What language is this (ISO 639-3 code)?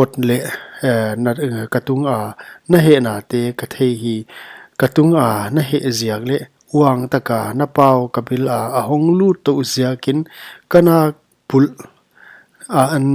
pck